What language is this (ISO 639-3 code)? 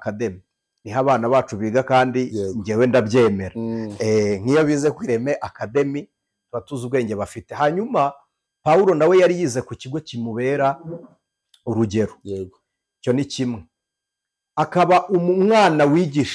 kin